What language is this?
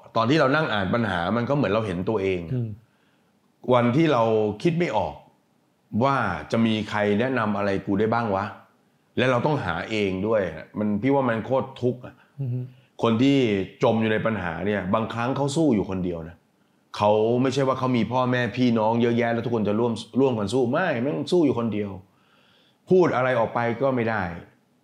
Thai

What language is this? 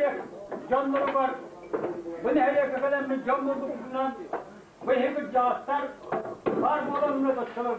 Yakut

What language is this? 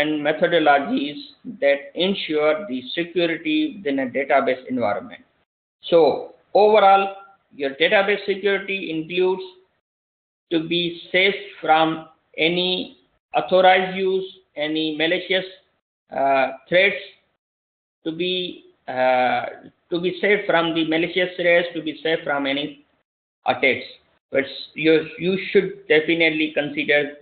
English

